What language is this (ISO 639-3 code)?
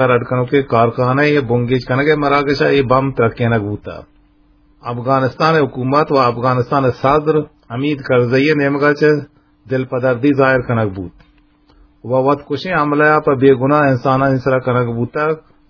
bgp